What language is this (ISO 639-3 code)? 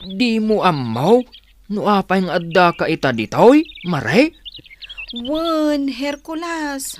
ilo